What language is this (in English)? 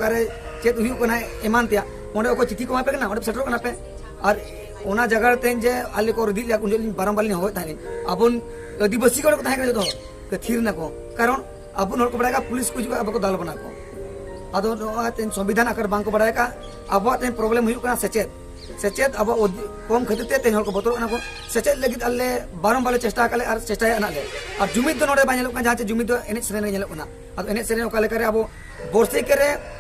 Santali